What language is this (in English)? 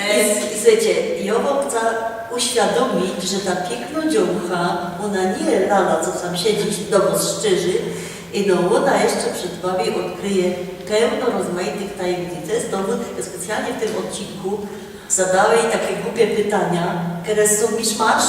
Silesian